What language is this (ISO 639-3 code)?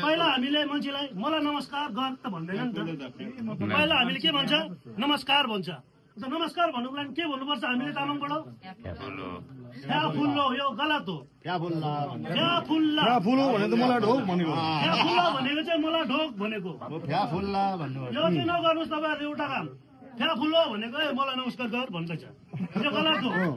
nep